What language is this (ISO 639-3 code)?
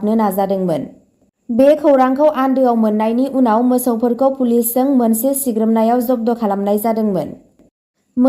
brx